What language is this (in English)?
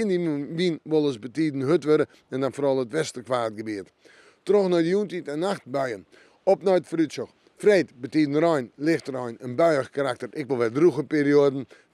Western Frisian